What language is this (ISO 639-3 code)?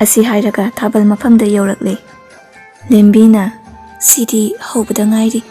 mni